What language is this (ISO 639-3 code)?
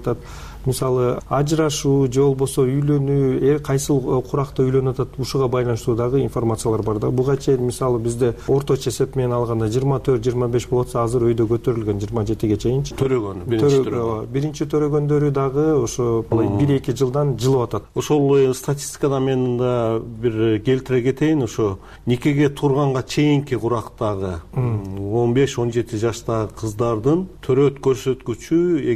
kir